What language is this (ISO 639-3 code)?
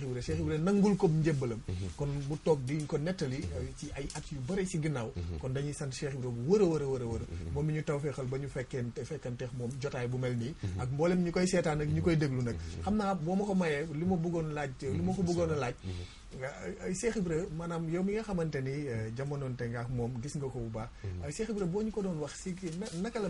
wol